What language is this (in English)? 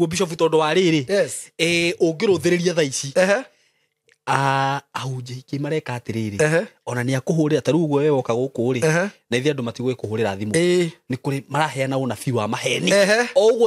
Kikuyu